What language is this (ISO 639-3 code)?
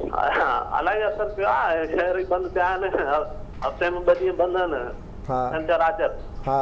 snd